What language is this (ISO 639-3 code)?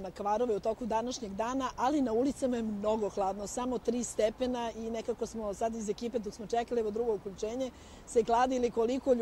srp